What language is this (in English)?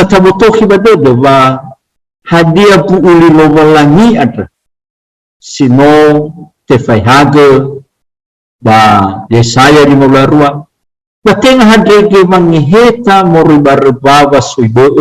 Nias